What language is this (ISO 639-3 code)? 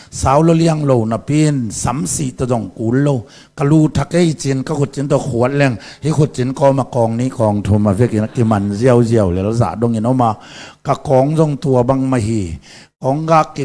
ctd